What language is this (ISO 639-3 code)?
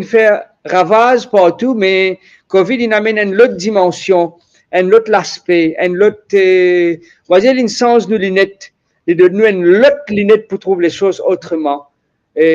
mfe